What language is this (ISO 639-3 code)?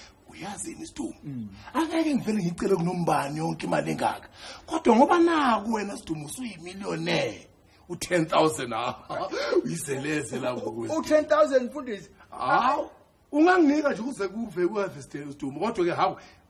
zul